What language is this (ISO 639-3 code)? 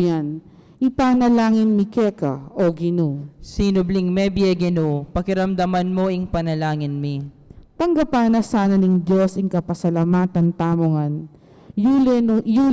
pam